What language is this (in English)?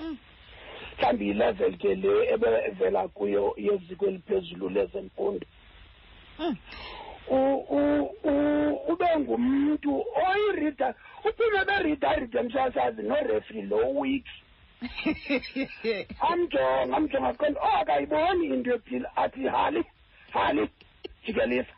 Xhosa